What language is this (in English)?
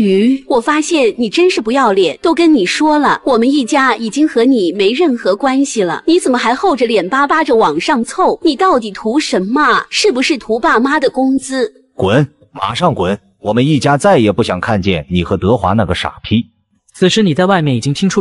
Chinese